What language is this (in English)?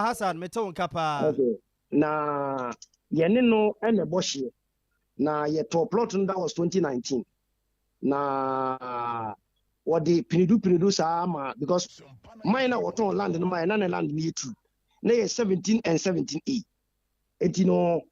Akan